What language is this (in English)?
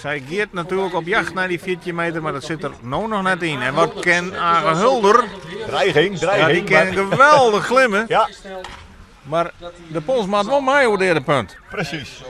Western Frisian